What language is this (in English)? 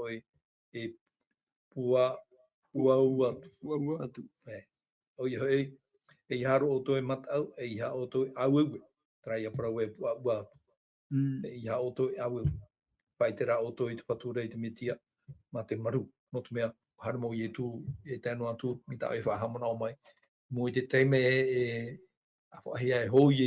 Tahitian